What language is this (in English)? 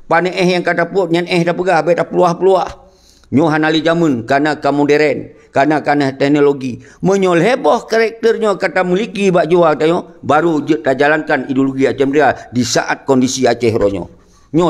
Achinese